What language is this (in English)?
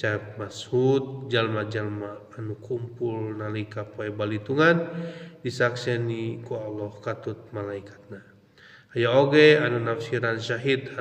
Sundanese